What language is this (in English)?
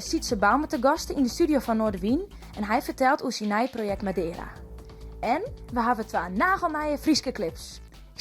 Western Frisian